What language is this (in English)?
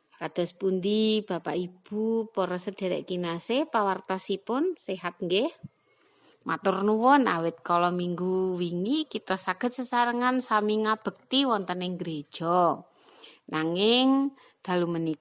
Javanese